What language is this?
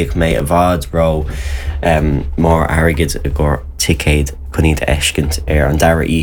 Irish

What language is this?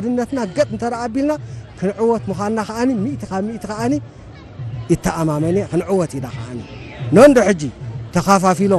Tigrinya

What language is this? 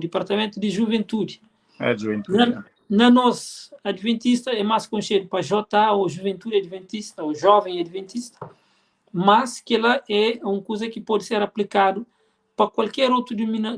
Kabuverdianu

